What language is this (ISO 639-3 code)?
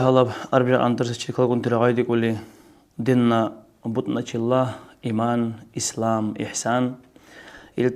dar